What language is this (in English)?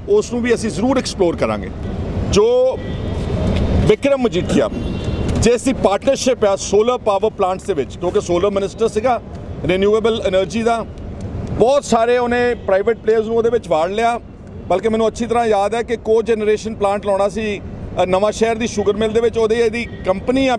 Punjabi